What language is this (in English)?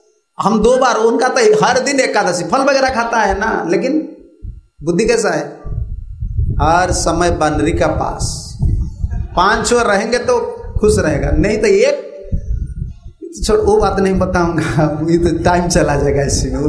Hindi